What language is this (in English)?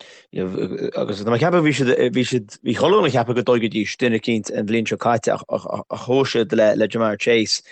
Irish